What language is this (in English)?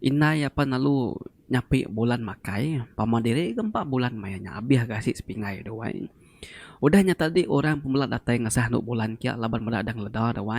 Iban